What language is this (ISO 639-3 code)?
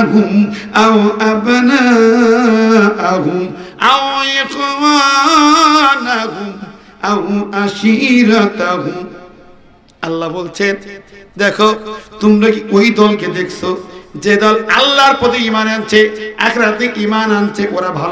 ben